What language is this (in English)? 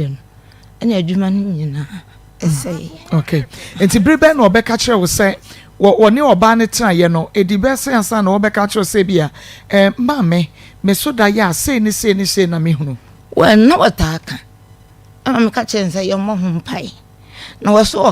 Akan